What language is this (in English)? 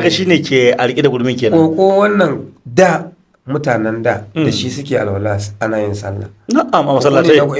Hausa